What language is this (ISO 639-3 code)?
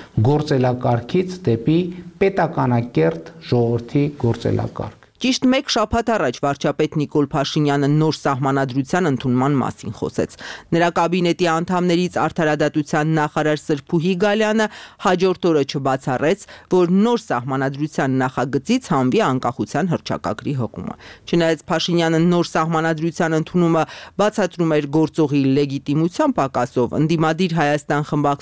hye